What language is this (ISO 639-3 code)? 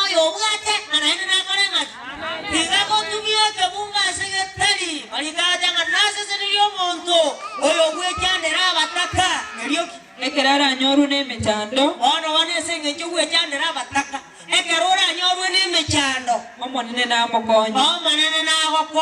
guz